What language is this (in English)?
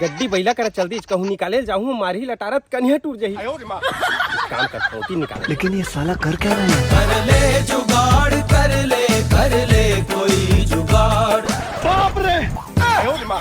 Chhattisgarhi